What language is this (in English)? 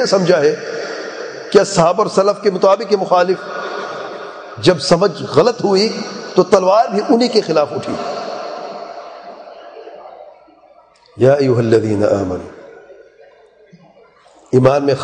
Urdu